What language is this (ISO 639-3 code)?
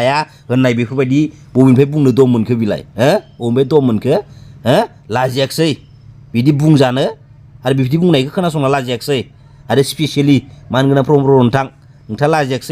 brx